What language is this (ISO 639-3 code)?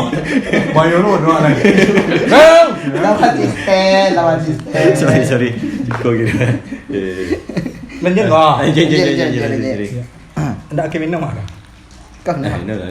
min